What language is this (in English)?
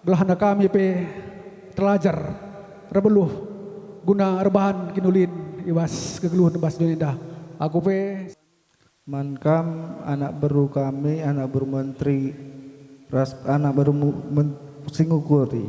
Batak Karo